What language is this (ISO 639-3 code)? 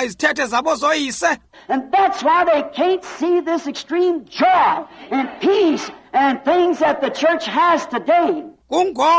xho